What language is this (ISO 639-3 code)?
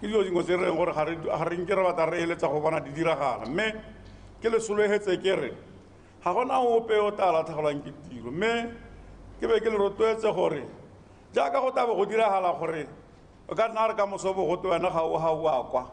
tsn